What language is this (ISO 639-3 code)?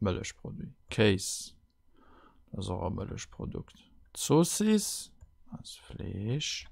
ltz